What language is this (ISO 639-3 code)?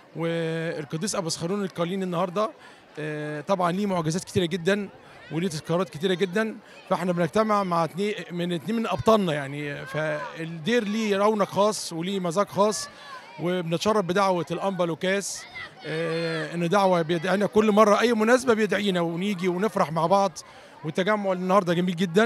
arz